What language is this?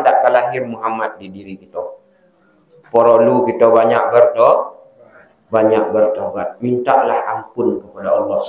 Minangkabau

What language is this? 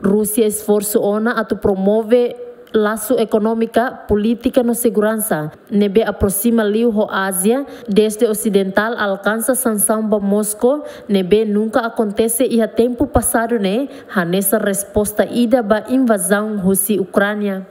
Tetum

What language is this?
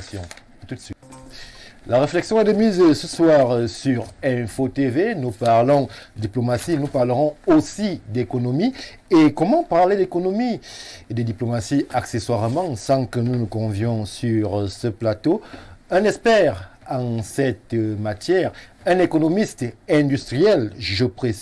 French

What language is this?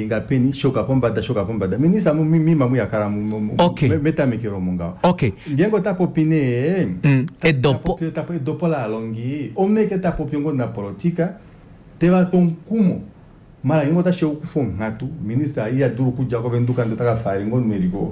Kuanyama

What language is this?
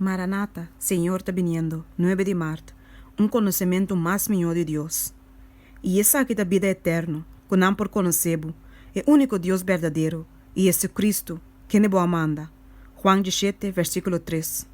Papiamento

